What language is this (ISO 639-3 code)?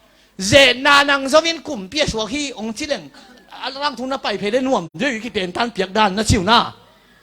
ctd